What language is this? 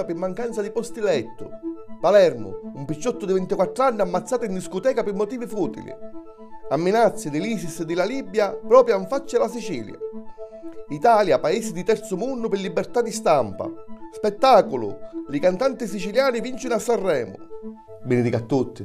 Sicilian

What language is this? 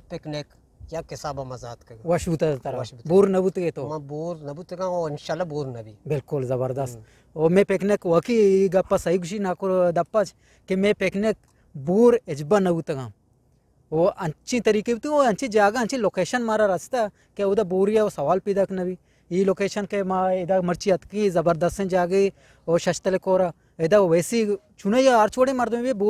Eastern Balochi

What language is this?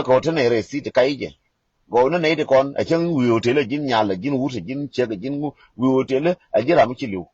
Nuer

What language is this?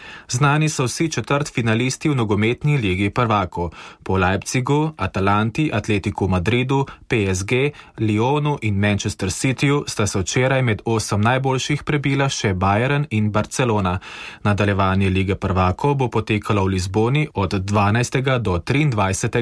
Slovenian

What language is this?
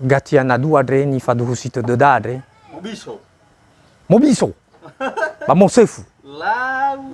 Nias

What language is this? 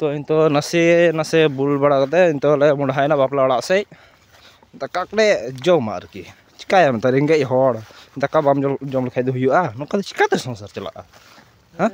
Santali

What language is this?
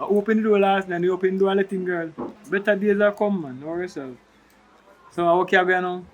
Jamaican Creole English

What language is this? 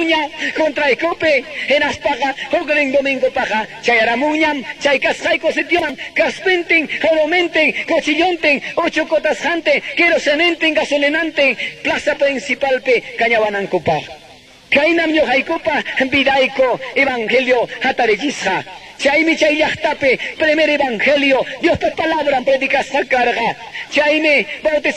Quechua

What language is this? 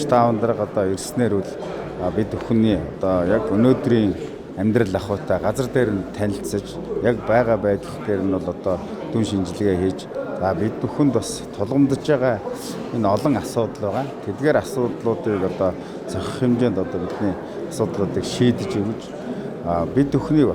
Mongolian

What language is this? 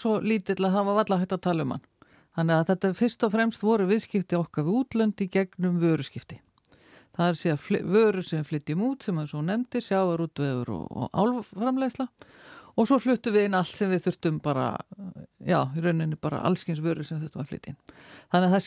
Icelandic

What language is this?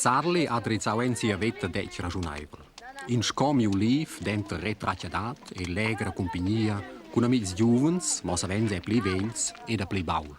Romansh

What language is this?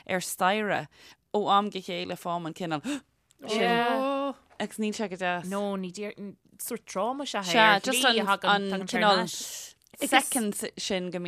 Irish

